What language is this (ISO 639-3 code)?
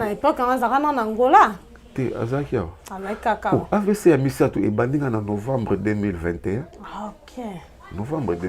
lin